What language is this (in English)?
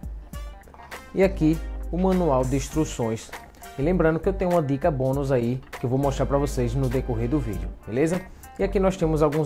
Portuguese